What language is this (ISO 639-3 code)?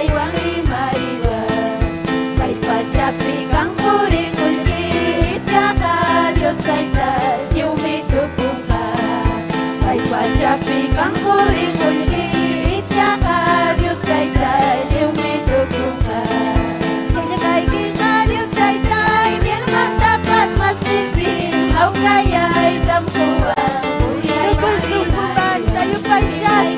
quy